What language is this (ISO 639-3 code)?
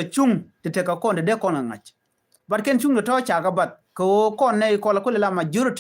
nus